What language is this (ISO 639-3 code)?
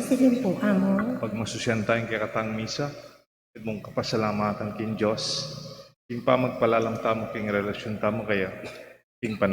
pam